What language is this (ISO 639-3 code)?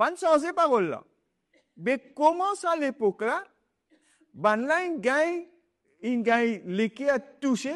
mfe